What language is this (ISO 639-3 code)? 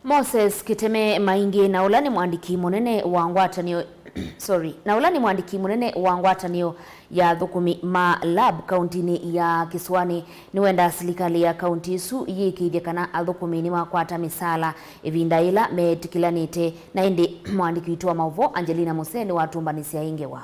kam